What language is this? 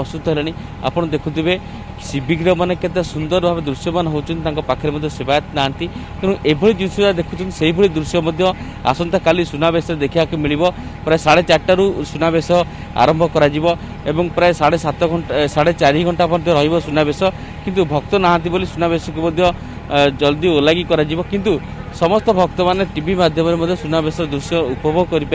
Odia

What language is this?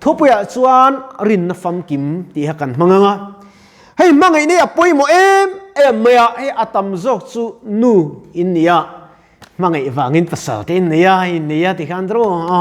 Mizo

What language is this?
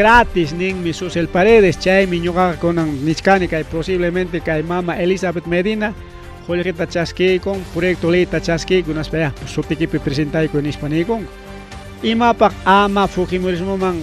Ayacucho Quechua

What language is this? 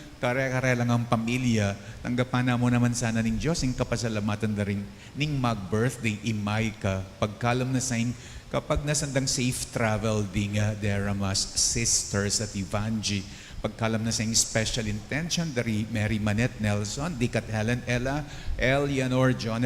Pampanga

